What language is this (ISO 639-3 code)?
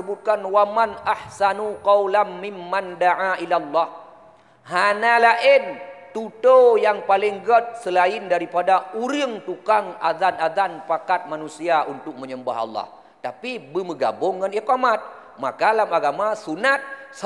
ace